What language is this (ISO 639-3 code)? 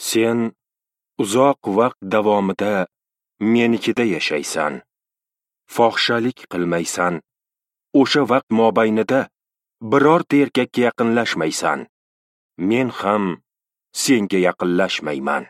uzb